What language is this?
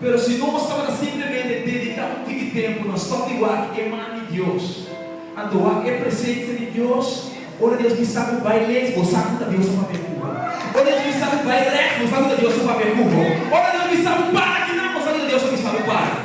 Papiamento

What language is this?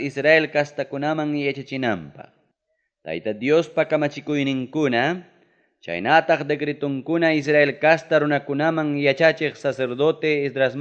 Ayacucho Quechua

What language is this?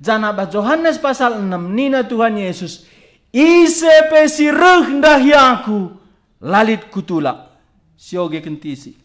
Batak Karo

